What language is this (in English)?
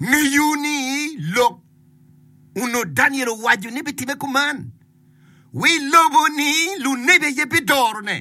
Acoli